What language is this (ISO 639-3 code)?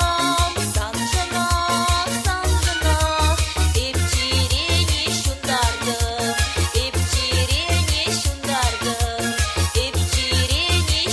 chv